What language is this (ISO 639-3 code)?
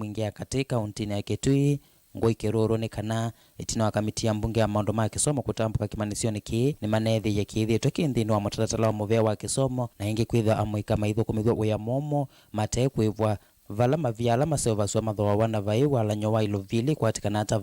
kam